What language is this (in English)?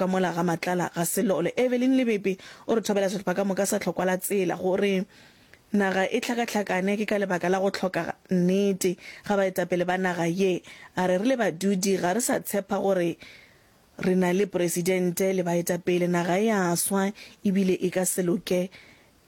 Northern Sotho